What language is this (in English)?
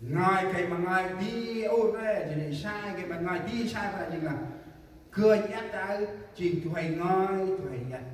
Central Mnong